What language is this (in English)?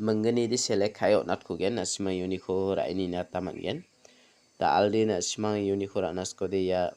Garo